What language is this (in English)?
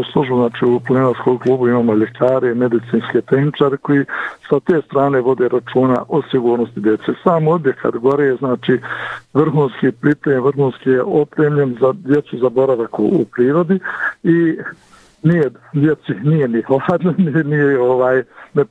Bosnian